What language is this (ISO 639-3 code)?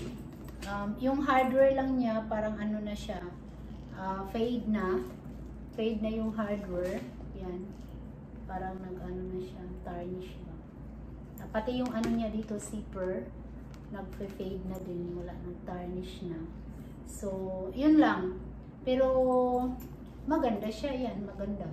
fil